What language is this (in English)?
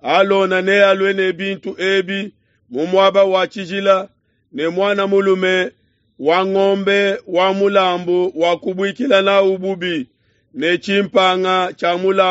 Luba-Lulua